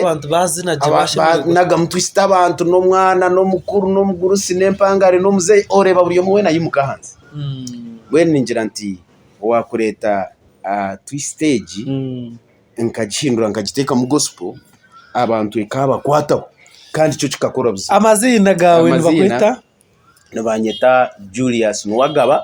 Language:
Nyankole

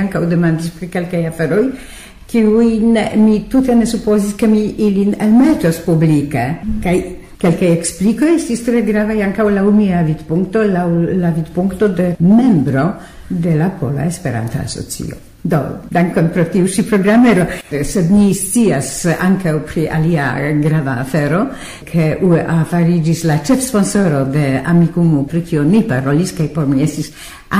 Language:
Esperanto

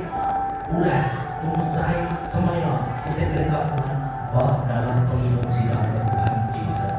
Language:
Iban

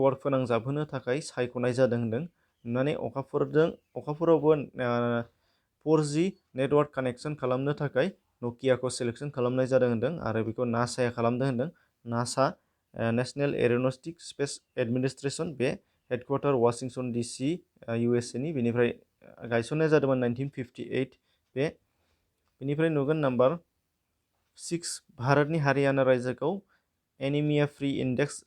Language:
Bodo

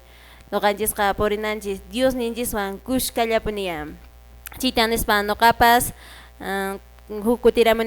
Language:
Quechua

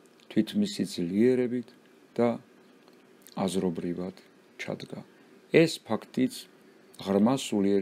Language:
Georgian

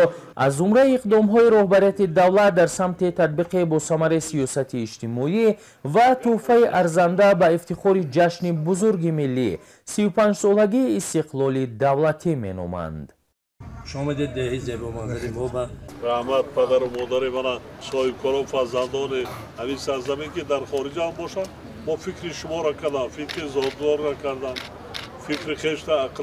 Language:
Tajik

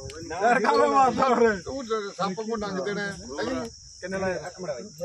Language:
Punjabi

